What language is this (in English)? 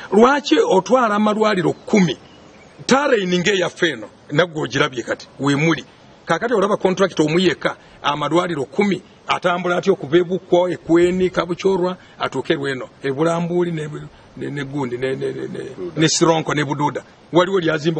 Ganda